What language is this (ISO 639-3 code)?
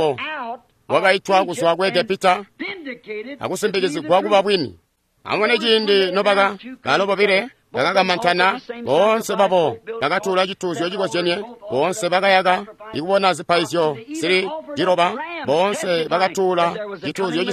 toi